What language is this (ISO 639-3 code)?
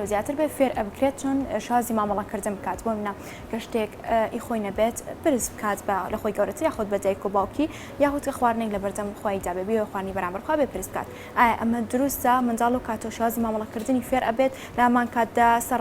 ckb